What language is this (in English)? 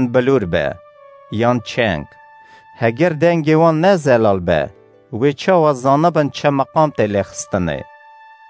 Kurdish